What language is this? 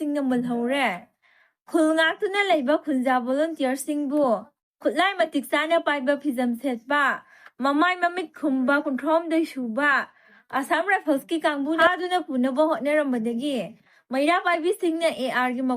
Manipuri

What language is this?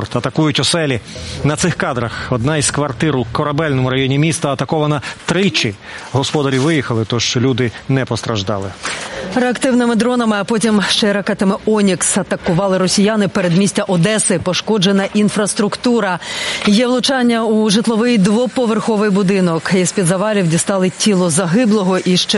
Ukrainian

